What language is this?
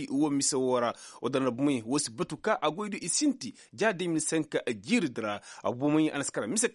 Koyraboro Senni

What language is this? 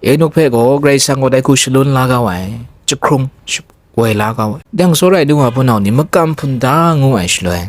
Kachin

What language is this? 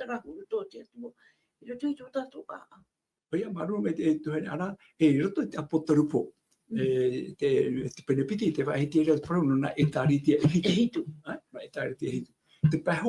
Tahitian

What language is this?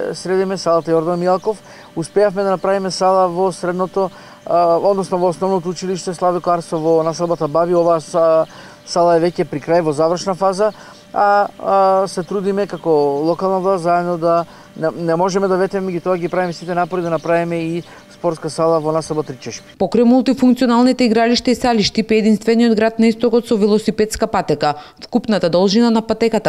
Macedonian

